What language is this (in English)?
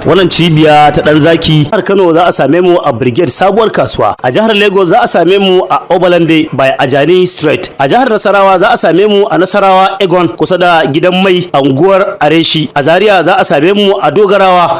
Hausa